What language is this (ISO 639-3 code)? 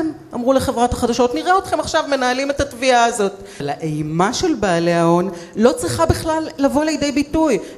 heb